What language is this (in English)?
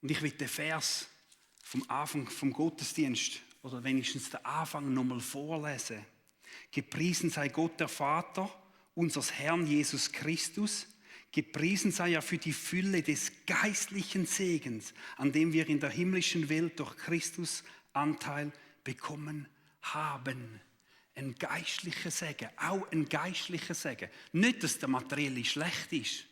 Swiss German